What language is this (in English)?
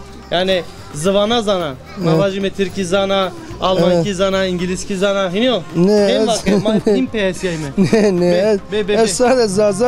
Zaza